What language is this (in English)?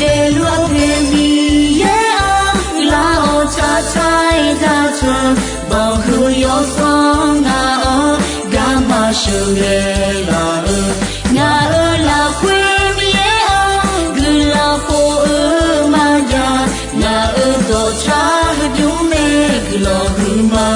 Akha